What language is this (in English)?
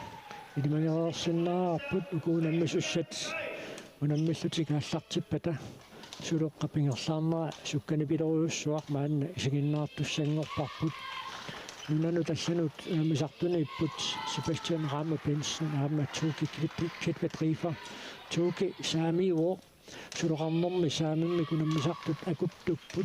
Kalaallisut